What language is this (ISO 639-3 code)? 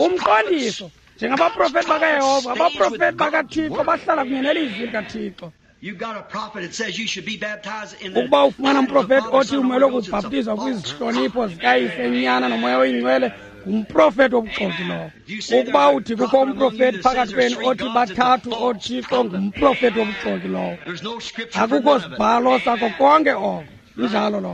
xho